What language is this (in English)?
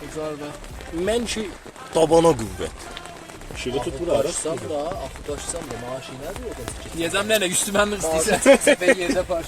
South Azerbaijani